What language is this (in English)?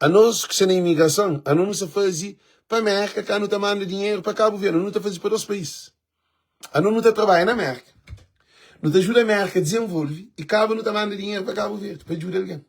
Kabuverdianu